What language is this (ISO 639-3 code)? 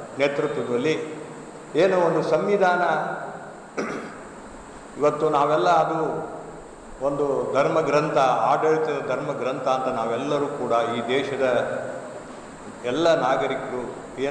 kan